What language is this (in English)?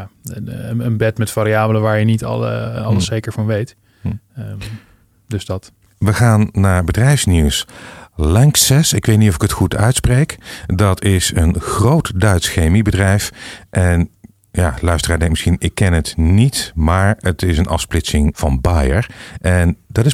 Dutch